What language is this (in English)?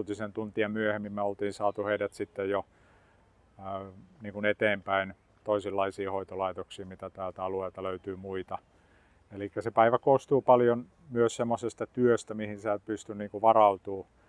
Finnish